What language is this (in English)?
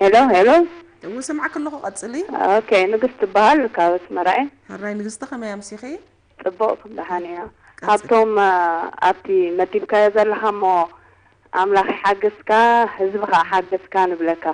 Tigrinya